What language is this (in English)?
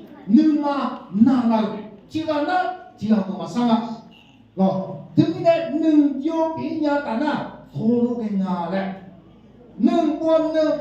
Akha